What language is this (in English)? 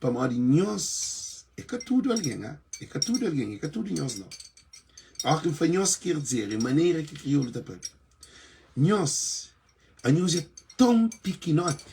Kabuverdianu